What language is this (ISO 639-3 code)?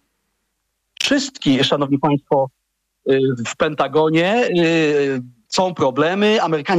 pol